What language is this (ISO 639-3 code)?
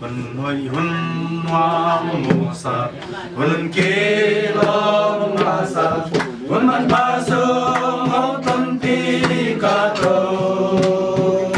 ctd